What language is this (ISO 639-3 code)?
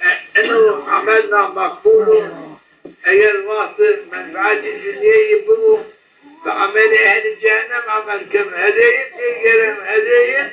zza